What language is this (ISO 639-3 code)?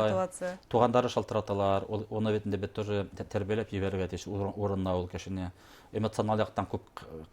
bak